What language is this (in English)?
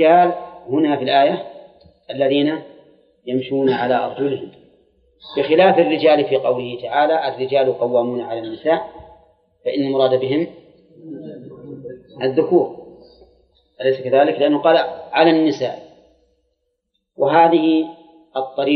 Arabic